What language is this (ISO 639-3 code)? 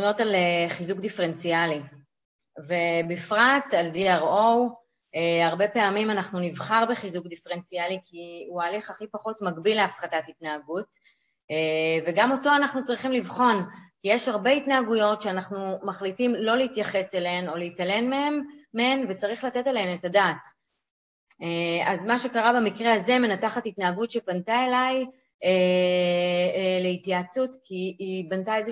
heb